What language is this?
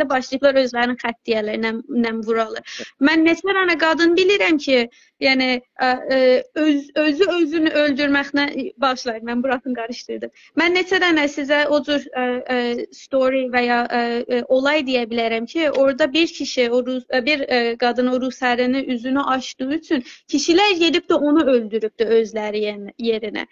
South Azerbaijani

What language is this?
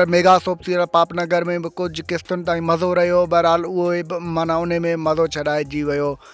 Sindhi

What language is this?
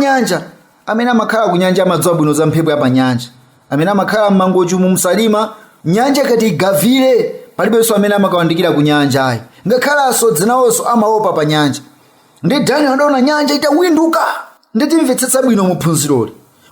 Nyanja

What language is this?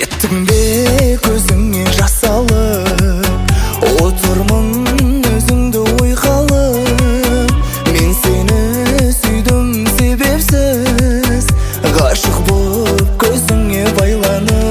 Kazakh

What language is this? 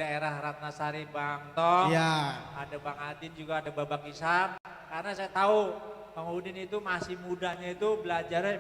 Betawi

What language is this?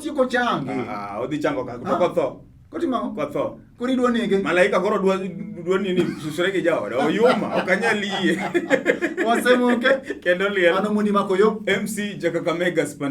Luo (Kenya and Tanzania)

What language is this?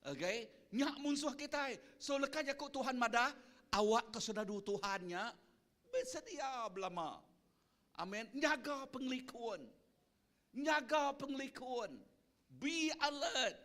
Iban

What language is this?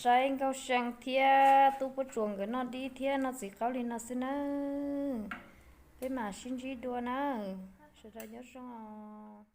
Hmong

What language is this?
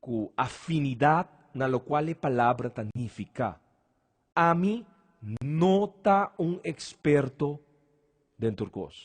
Papiamento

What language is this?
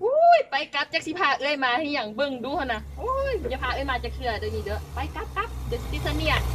Lao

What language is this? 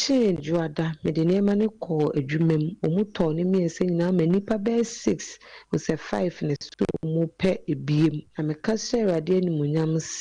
Akan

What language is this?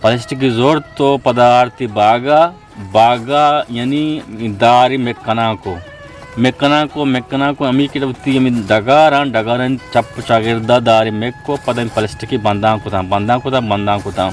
Eastern Balochi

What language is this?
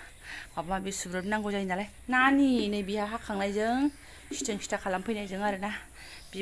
Bodo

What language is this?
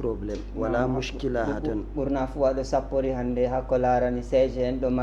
Fula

